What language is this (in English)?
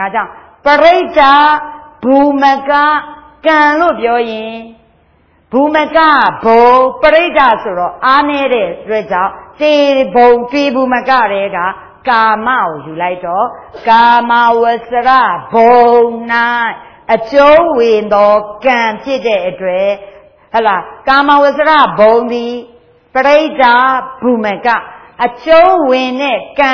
Burmese